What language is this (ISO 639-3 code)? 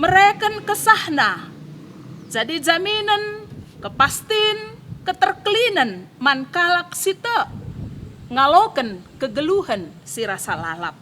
btx